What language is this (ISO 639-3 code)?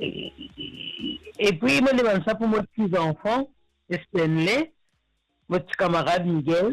mfe